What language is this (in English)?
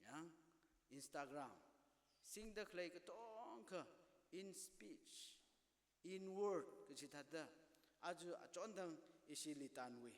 Tangkhul Naga (India)